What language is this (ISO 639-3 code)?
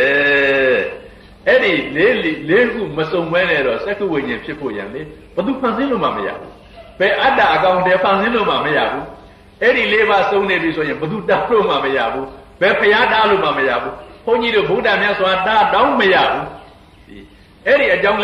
mya